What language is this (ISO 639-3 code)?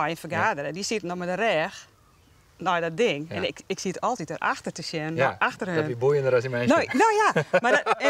fry